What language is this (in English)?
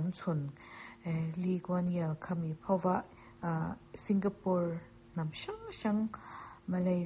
Mizo